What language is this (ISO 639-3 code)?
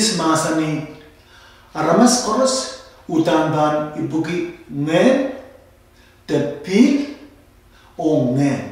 pon